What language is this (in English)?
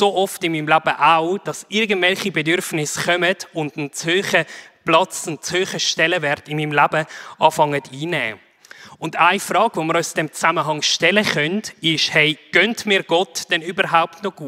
Swiss German